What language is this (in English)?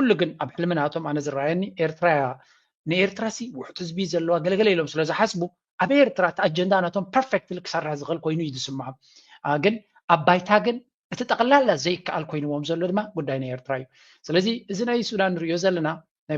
Tigrinya